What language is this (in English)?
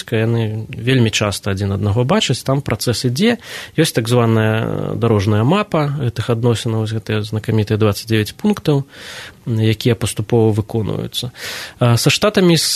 Belarusian